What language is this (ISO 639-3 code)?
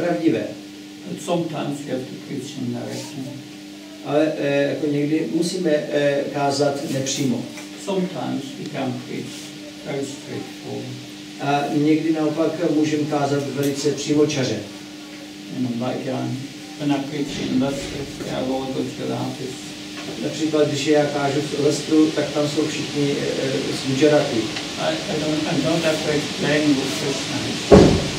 ces